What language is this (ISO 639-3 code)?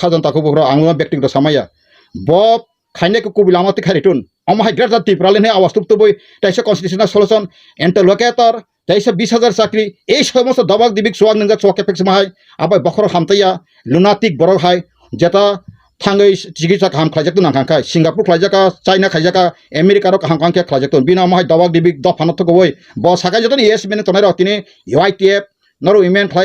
trp